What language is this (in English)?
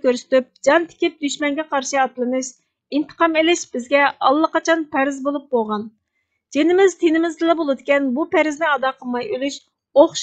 Uyghur